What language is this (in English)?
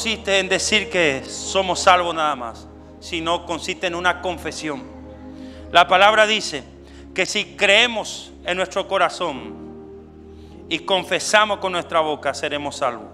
Spanish